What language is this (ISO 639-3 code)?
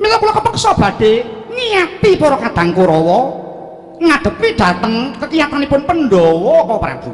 jav